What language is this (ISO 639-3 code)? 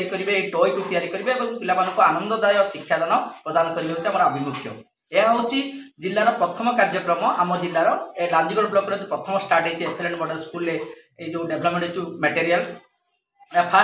ori